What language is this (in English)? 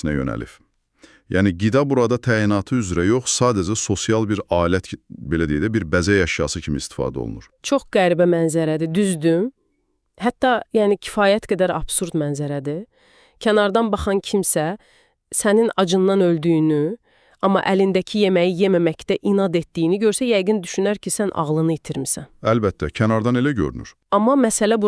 Azerbaijani